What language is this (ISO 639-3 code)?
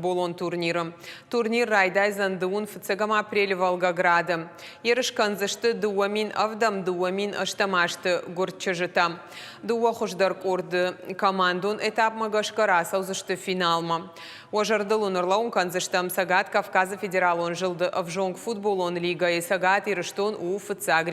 oss